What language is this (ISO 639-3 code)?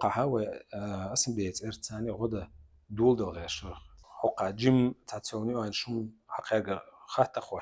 che